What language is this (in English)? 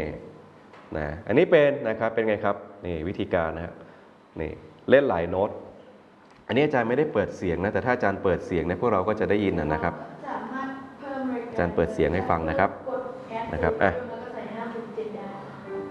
Thai